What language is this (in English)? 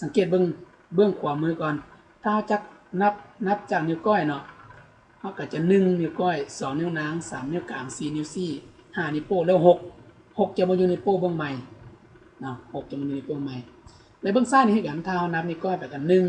Lao